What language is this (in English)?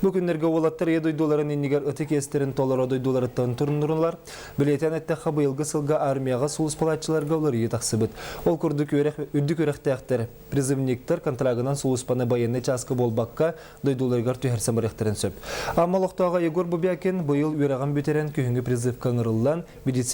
Yakut